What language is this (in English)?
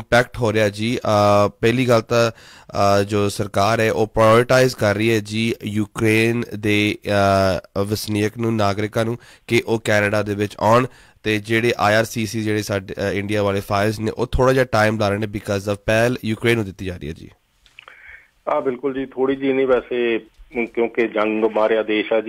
Punjabi